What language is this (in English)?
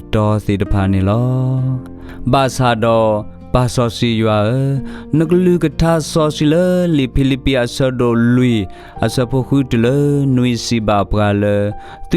S'gaw Karen